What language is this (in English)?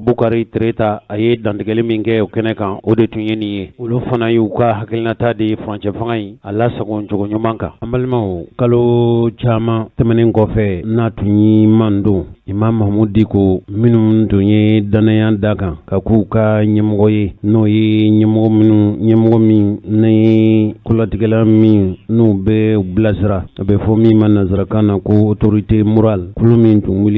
Bambara